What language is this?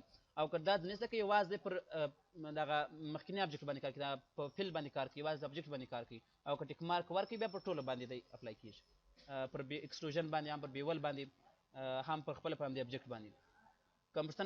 Pashto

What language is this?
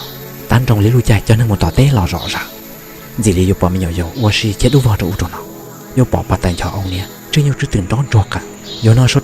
Hmong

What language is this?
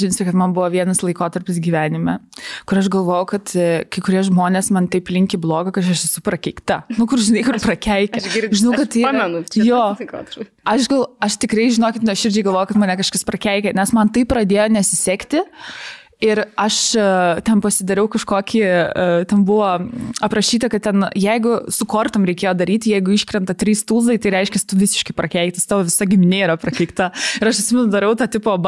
Lithuanian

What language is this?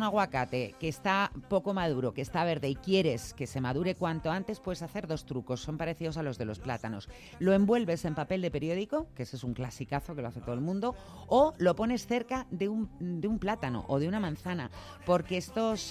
Spanish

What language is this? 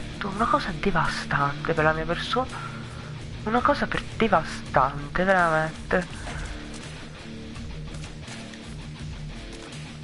Italian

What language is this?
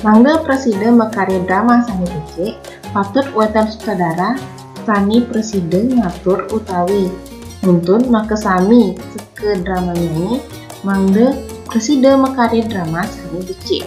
Balinese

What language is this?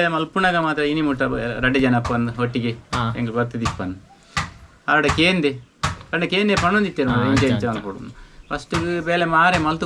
Tulu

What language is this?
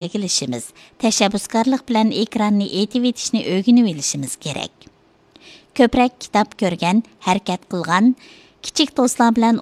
Uyghur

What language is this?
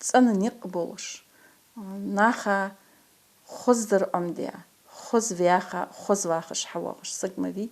Ingush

